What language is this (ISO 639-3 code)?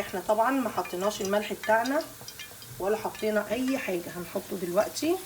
arz